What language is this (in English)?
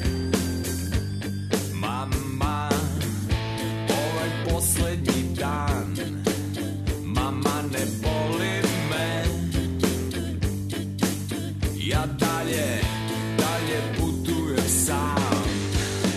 Serbian